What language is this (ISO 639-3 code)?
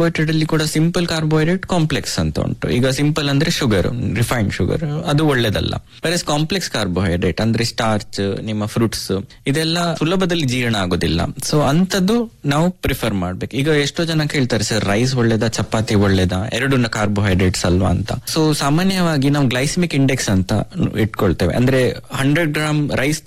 kan